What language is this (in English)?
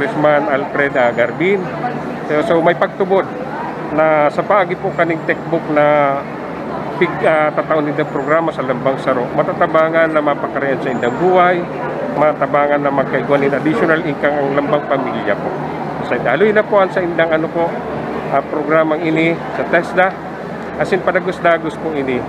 Bikol